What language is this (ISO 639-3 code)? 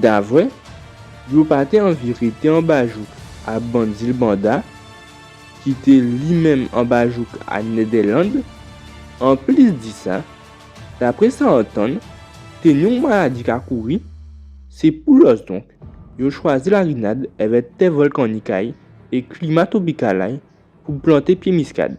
gcf